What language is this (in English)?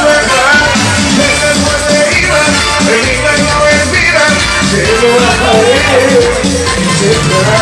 Hebrew